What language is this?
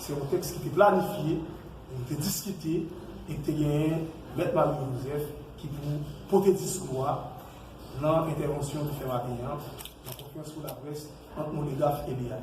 Haitian Creole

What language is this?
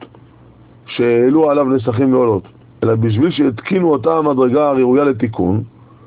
Hebrew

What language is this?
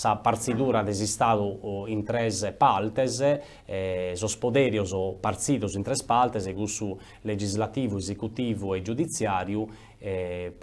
Sardinian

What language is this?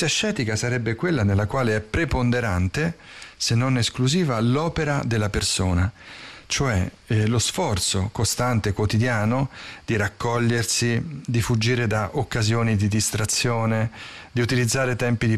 Italian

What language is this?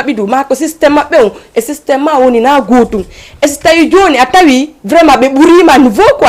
Fula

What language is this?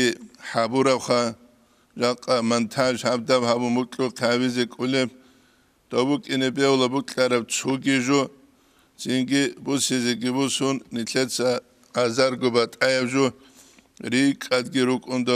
Avaric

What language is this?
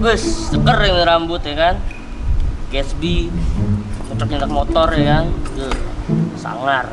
Betawi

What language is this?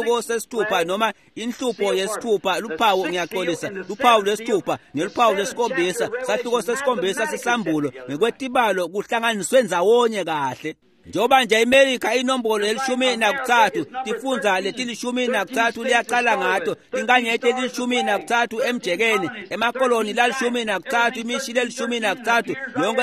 Swati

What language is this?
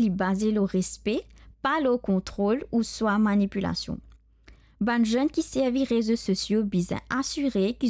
Morisyen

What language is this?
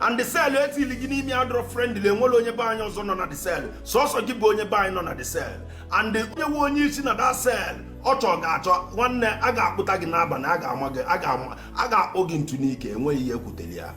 Igbo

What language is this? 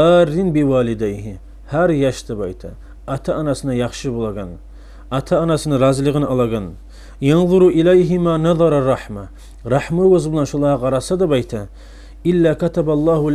Kumyk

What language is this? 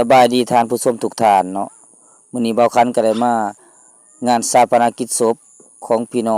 Lao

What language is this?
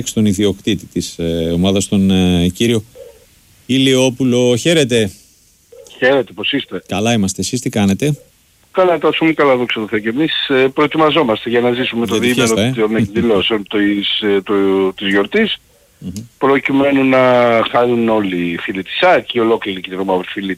Greek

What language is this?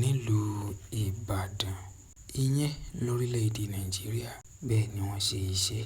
Yoruba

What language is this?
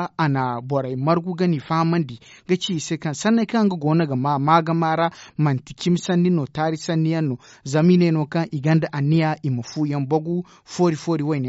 Zarma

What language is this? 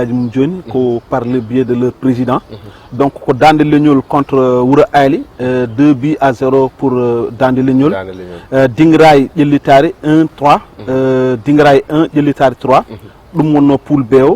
Fula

